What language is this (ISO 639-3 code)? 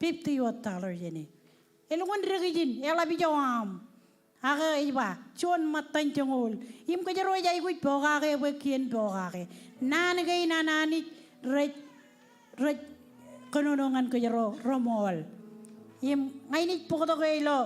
mah